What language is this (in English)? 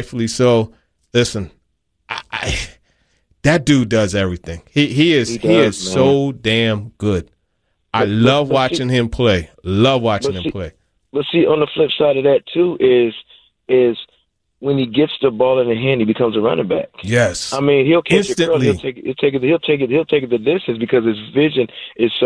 English